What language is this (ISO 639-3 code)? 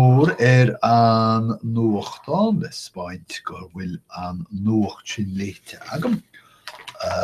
gle